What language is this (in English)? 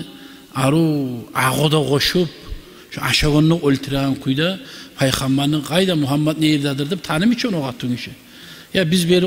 Kumyk